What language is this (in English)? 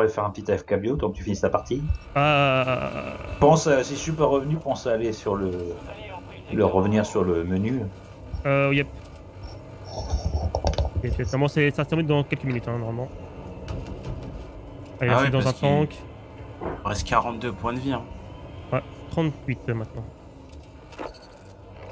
French